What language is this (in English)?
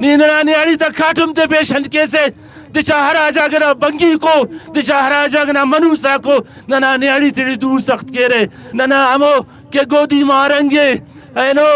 Brahui